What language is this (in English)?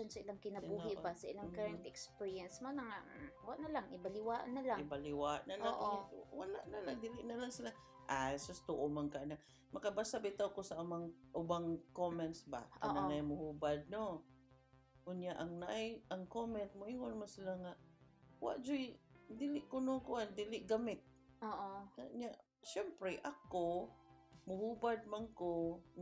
Cebuano